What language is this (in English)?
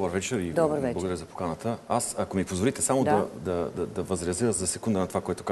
Bulgarian